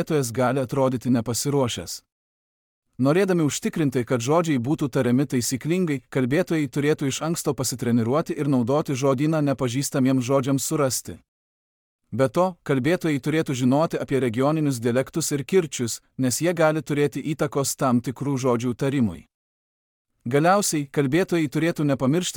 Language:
Lithuanian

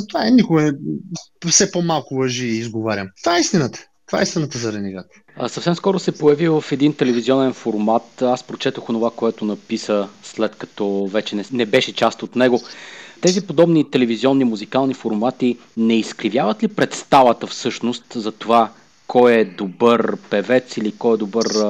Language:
Bulgarian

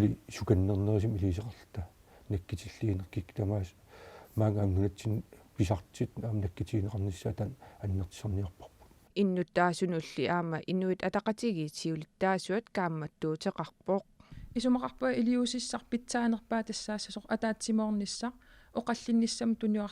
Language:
Kalaallisut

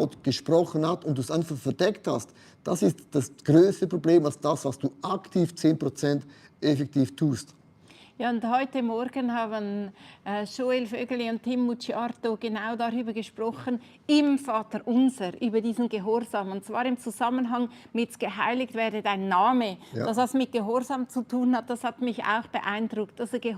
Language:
Swiss German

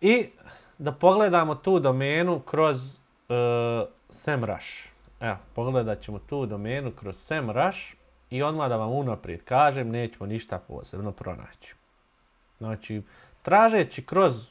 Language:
Bosnian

